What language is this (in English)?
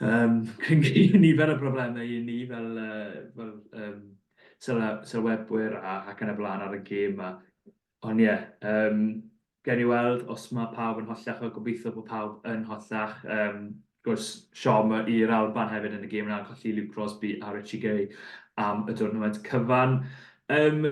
Welsh